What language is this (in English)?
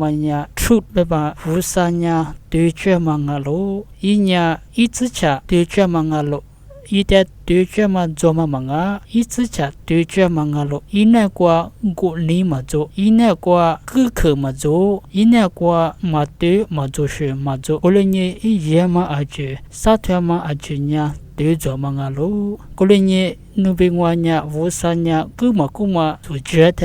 Lisu